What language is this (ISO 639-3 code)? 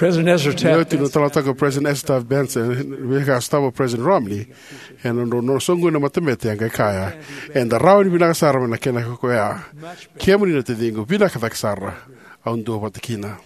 fij